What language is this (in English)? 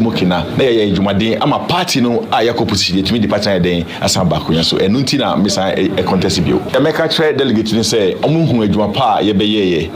Akan